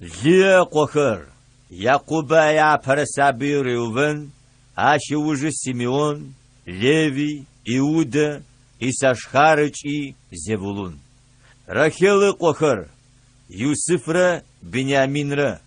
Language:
Adyghe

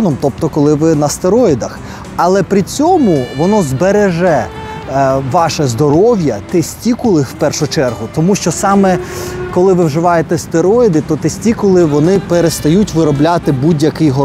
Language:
Ukrainian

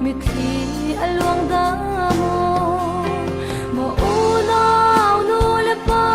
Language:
Falam Chin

